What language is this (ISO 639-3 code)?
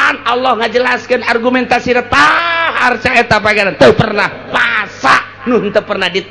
sun